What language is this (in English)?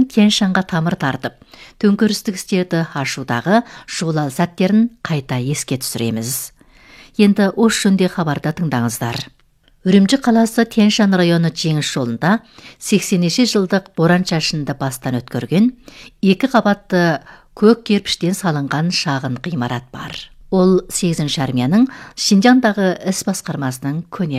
Kazakh